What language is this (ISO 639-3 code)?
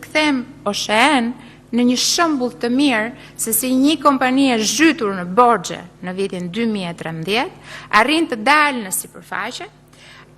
sqi